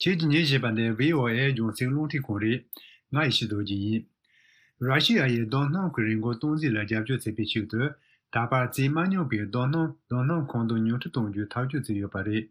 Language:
Tibetan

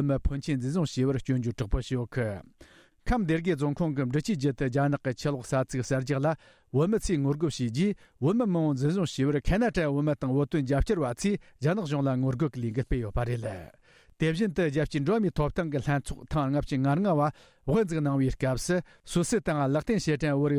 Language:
Tibetan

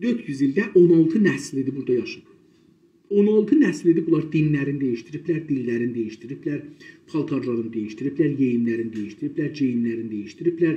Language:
South Azerbaijani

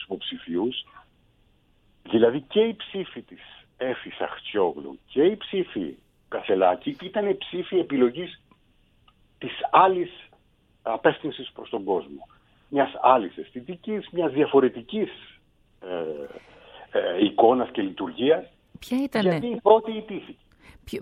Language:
Greek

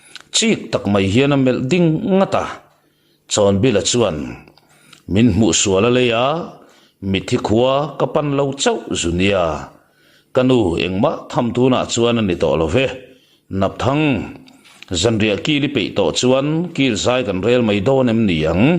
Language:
Mizo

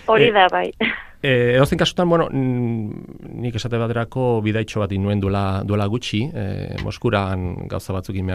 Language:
Basque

